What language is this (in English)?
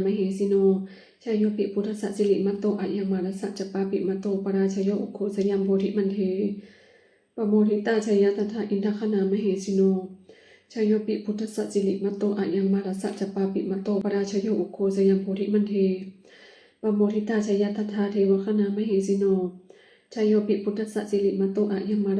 Pali